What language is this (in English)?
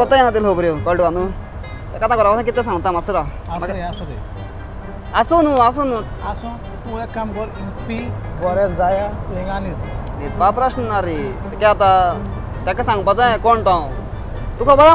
Konkani